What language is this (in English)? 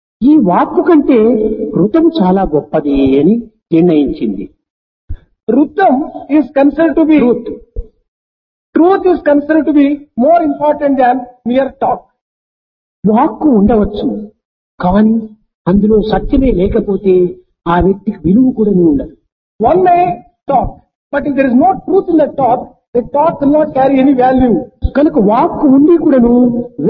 Telugu